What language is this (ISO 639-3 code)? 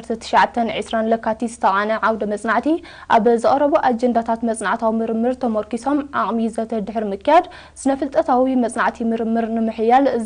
tir